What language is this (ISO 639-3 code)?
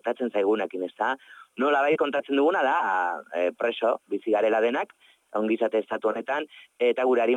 eus